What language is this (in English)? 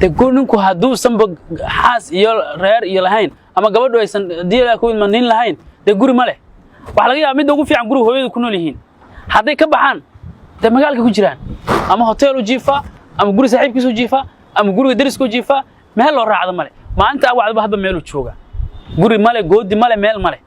Somali